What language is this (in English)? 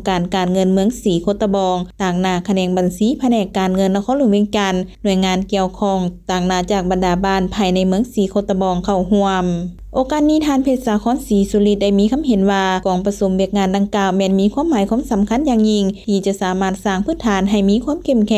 Lao